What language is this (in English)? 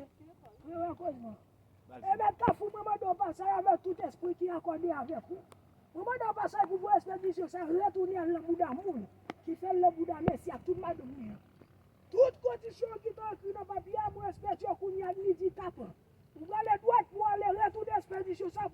Haitian Creole